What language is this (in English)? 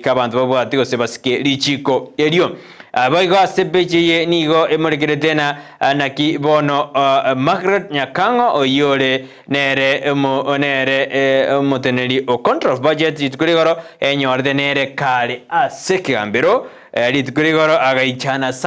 Gusii